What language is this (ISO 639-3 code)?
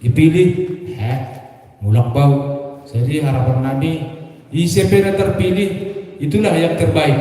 bts